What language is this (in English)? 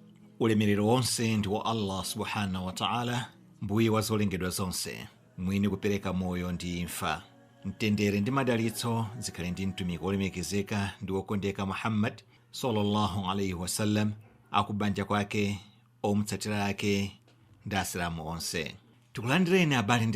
Nyanja